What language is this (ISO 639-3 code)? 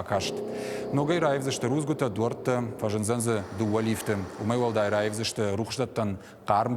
oss